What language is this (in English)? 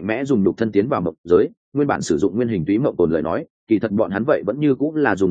Vietnamese